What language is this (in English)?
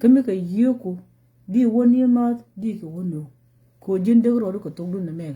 Nuer